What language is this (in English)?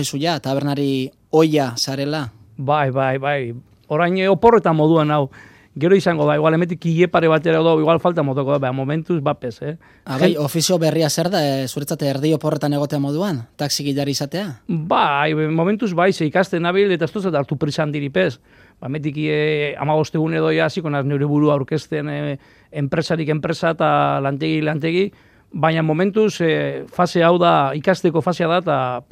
Basque